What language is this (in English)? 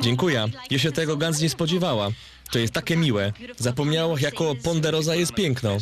Silesian